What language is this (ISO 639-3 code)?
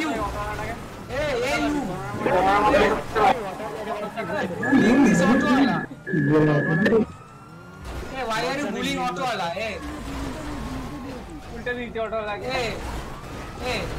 ben